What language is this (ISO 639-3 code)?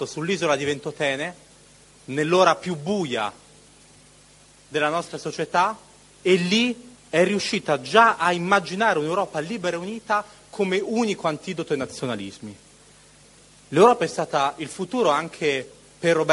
ita